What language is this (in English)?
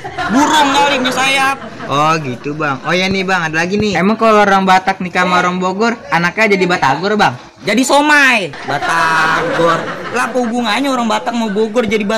Betawi